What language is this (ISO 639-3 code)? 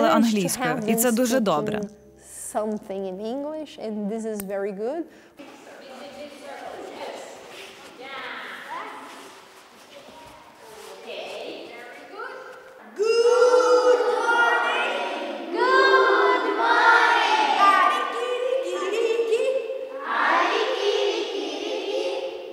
ukr